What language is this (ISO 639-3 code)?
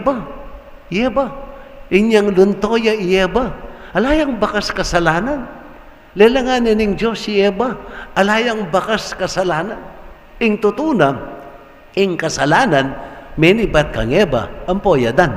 pam